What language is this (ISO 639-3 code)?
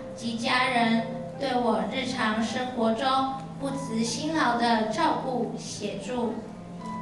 zho